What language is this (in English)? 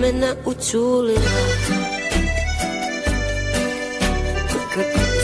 Bosnian